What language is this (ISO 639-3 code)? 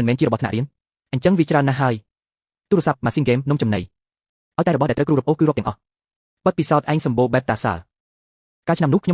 khm